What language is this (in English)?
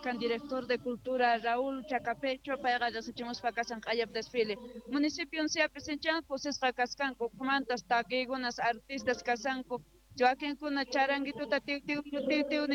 Quechua